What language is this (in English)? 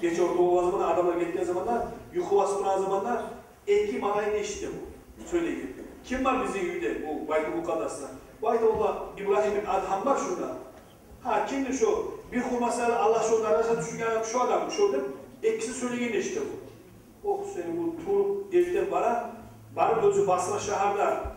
Kumyk